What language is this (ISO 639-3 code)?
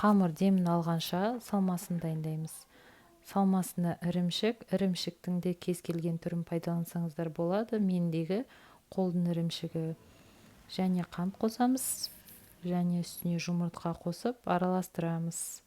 kaz